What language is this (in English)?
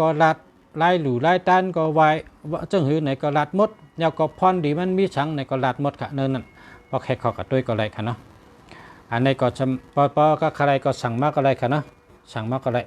Shan